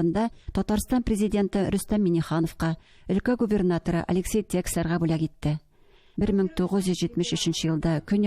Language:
Tatar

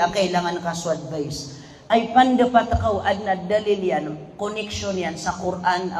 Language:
Maranao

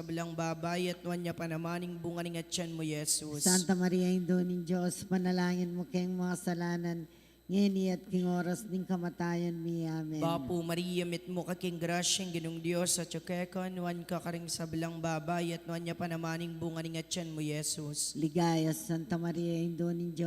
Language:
Pampanga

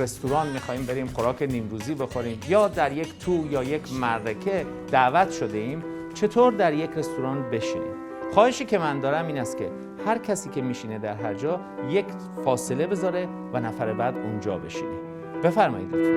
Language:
Persian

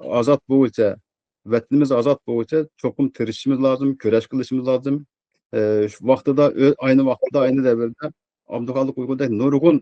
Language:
Uyghur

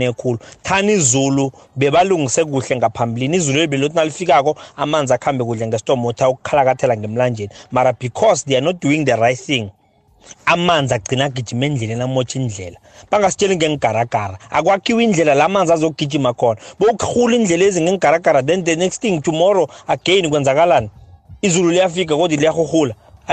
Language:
South Ndebele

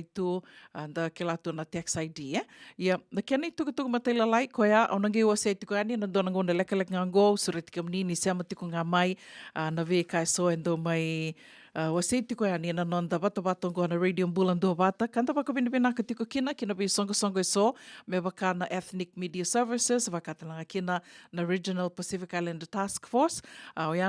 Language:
Fijian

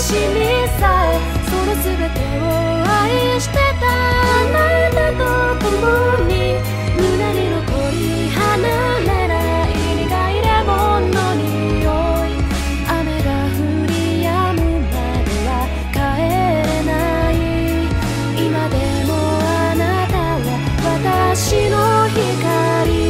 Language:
Japanese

